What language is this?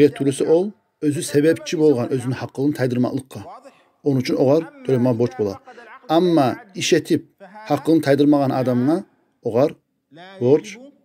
Kumyk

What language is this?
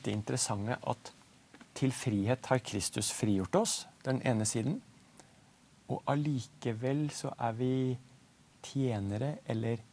Norwegian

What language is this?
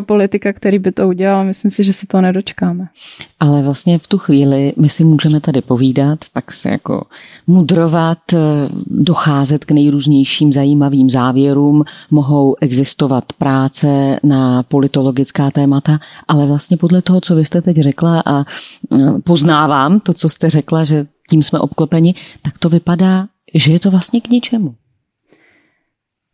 Czech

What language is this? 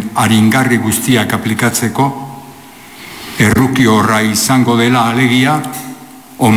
Basque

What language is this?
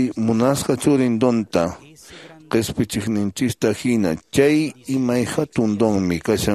Quechua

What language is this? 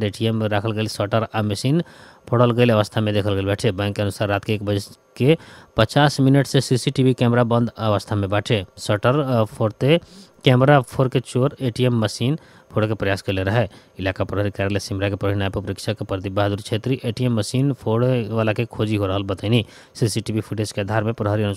Bhojpuri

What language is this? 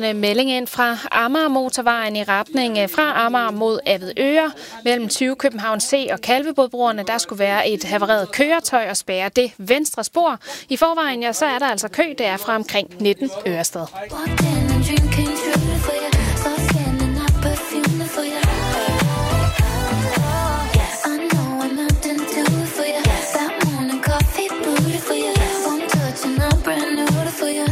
Danish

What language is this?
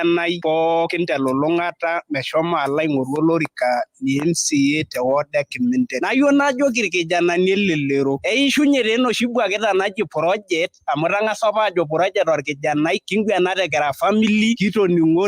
Masai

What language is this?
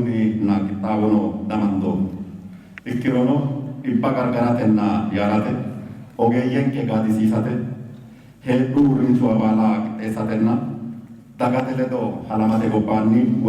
Sidamo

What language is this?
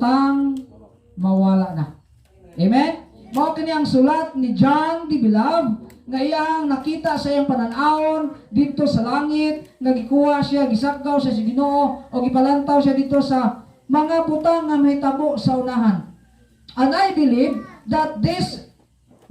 Cebuano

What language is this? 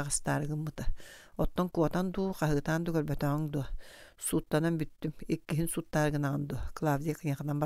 Yakut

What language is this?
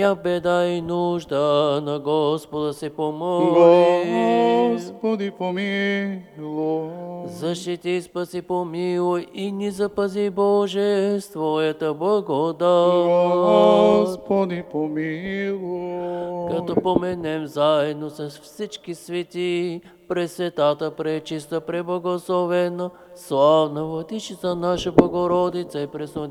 Bulgarian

